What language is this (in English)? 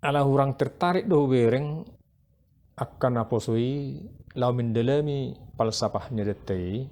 Batak Toba